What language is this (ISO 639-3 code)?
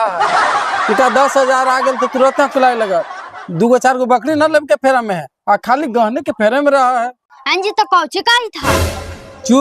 mag